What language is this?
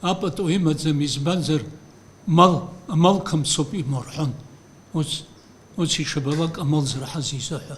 Abkhazian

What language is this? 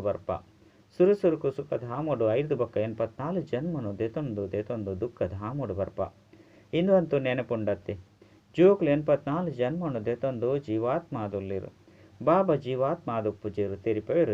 Tulu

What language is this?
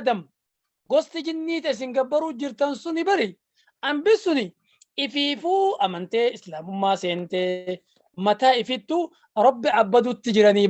Oromo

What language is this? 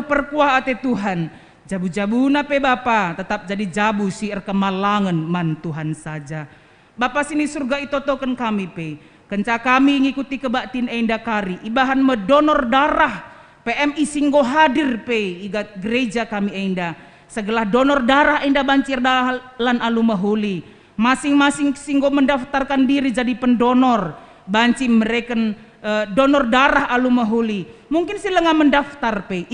Batak Karo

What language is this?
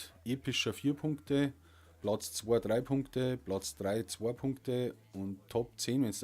Bavarian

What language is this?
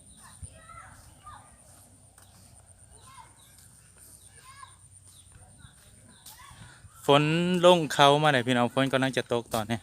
Lao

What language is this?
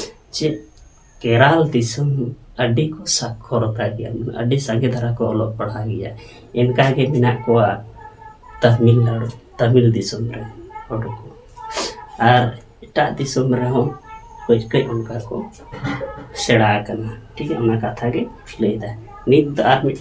Santali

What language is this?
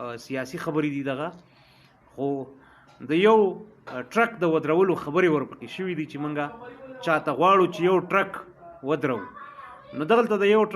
Pashto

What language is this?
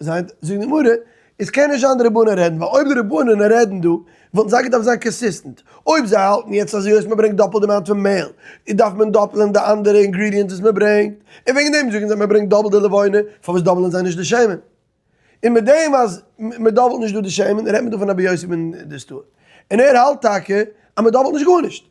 Yiddish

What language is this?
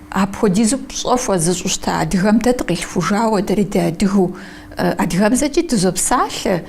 Kabardian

